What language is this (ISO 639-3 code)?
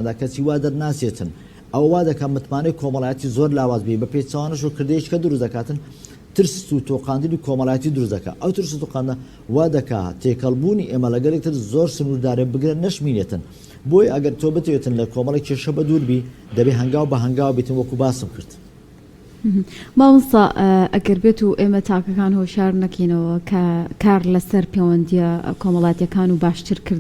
ckb